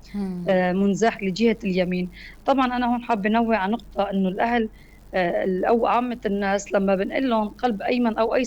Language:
North Levantine Arabic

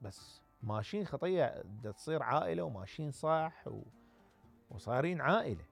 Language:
Mesopotamian Arabic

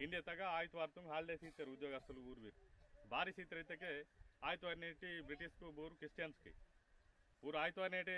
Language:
Aheri Gondi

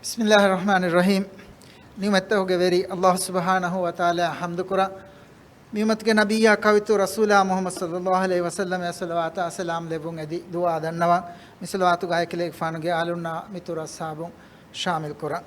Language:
Divehi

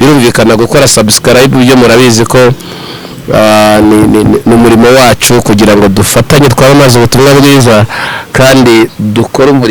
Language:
Kinyarwanda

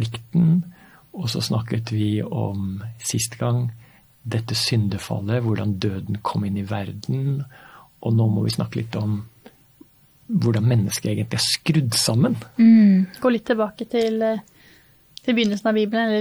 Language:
Norwegian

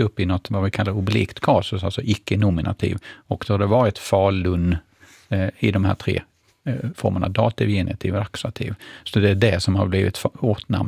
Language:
Swedish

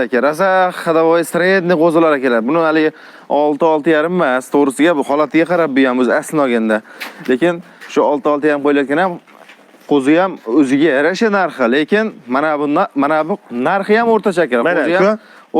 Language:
Uzbek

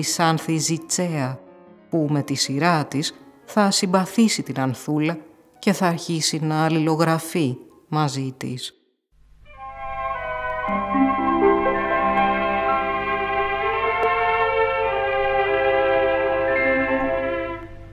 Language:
Greek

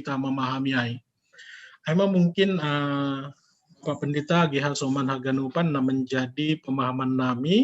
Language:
Batak Simalungun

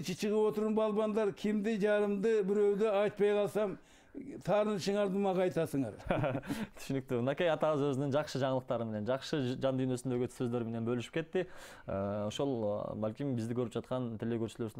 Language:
Kyrgyz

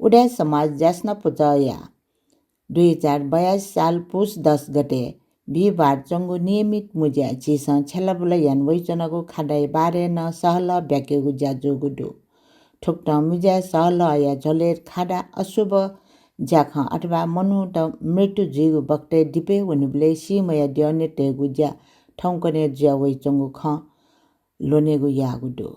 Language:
Newari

